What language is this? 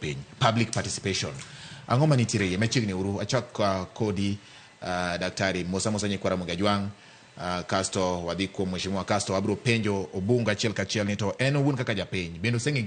Luo (Kenya and Tanzania)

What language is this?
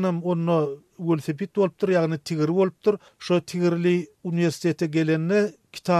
Turkmen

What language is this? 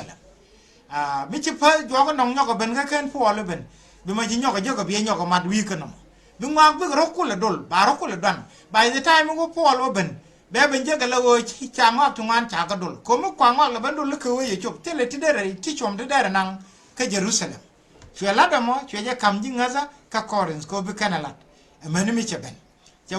Nuer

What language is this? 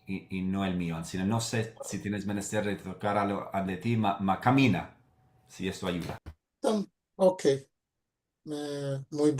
Ladino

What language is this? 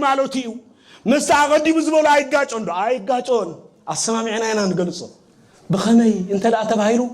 Tigrinya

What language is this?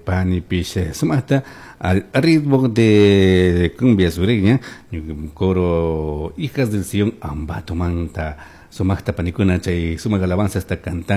Chimborazo Highland Quichua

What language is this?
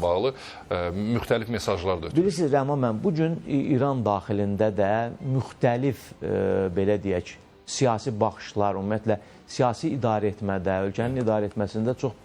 Azerbaijani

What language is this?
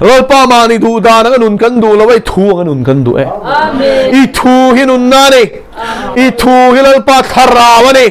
Mizo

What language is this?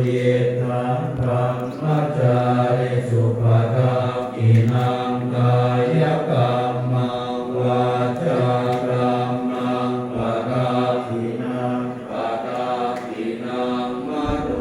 Pali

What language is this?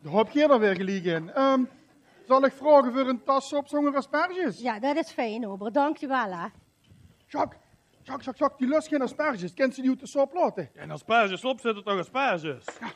Limburgish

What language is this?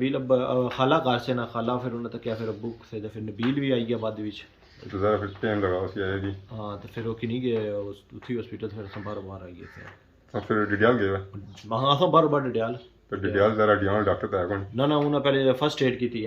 Pahari-Potwari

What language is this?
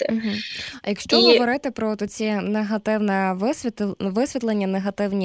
Ukrainian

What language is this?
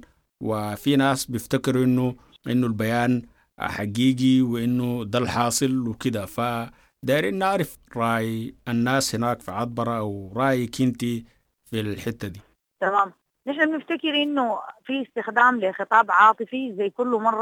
Sudanese Arabic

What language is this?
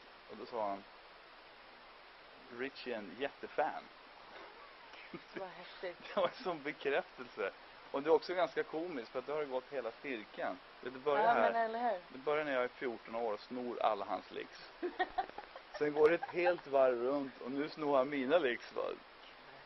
Swedish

